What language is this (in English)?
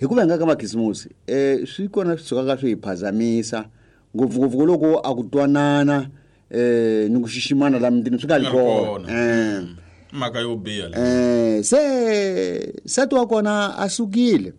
Tsonga